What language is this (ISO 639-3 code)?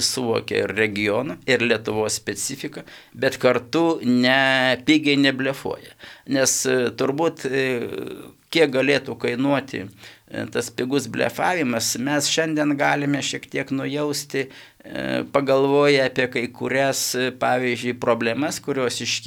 lit